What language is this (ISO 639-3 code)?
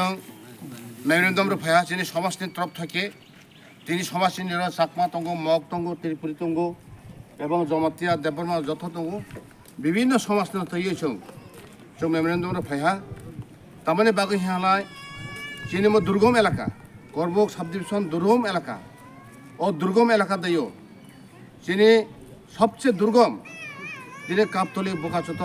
trp